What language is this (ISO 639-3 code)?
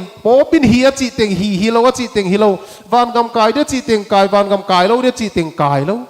pck